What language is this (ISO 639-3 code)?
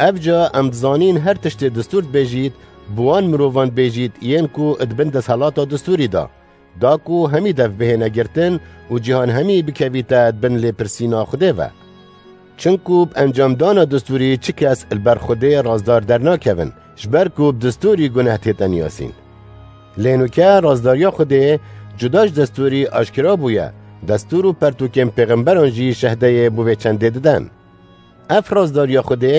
kur